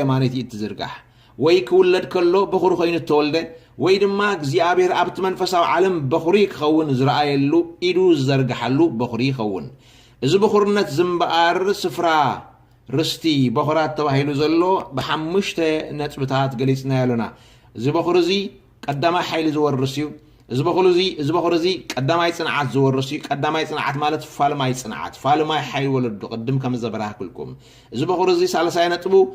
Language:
Tigrinya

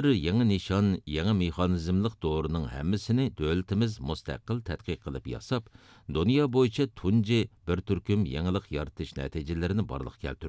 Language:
Uyghur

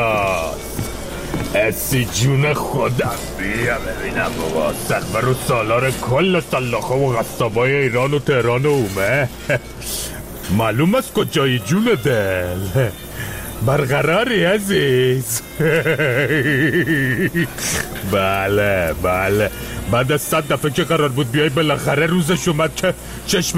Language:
Persian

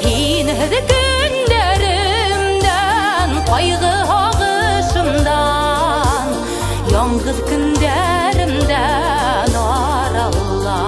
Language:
Bashkir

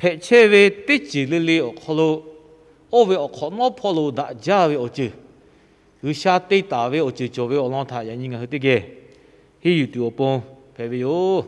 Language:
Lahu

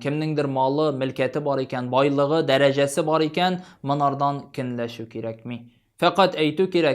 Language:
Tatar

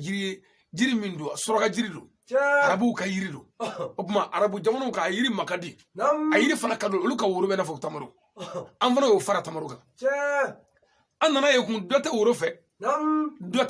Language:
Bambara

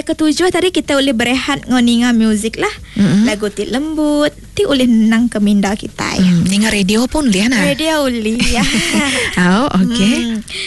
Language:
Iban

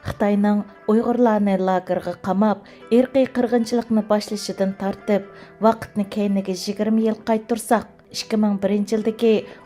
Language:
Uyghur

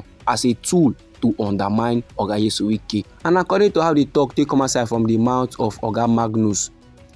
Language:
Nigerian Pidgin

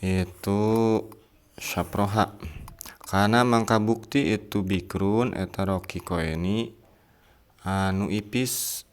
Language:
Sundanese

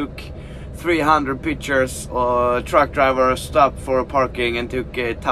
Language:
Swedish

